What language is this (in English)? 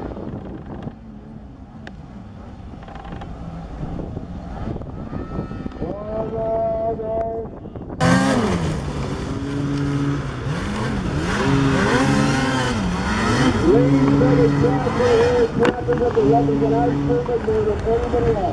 English